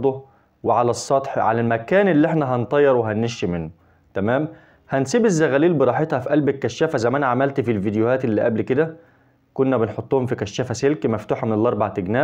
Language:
Egyptian Arabic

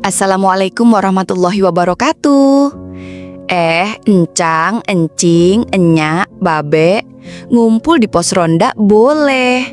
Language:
Betawi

